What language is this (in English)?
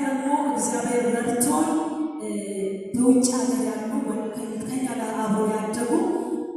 Amharic